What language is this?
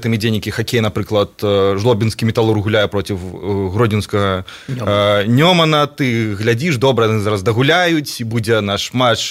Belarusian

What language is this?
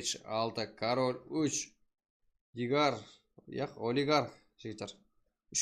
Kara-Kalpak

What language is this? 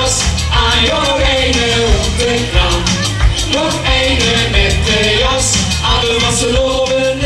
Limburgish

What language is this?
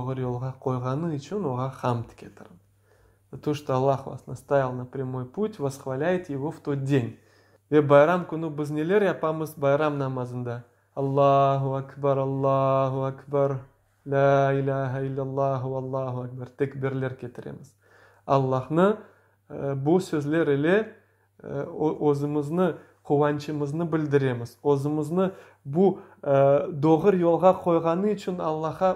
Crimean Tatar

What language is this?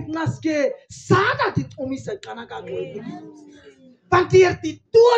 Afrikaans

